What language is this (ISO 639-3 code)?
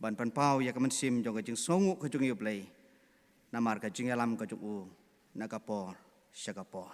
kha